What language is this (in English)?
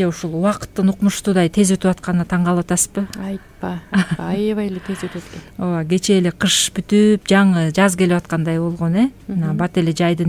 Kyrgyz